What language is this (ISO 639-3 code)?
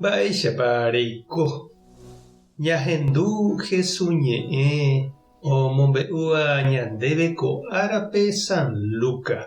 grn